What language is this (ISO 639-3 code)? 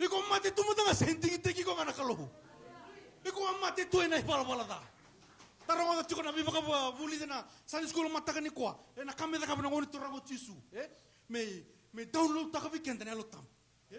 fij